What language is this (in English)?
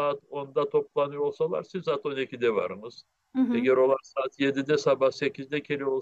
Crimean Tatar